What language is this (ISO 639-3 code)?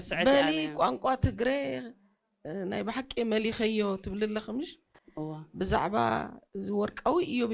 tig